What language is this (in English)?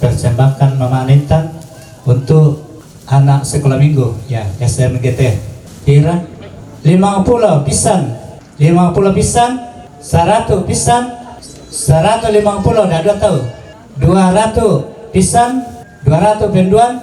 Toraja-Sa'dan